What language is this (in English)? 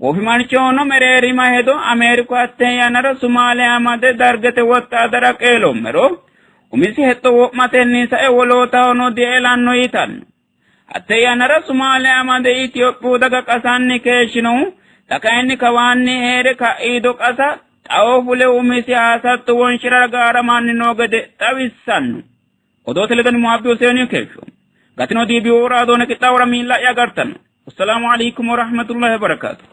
Sidamo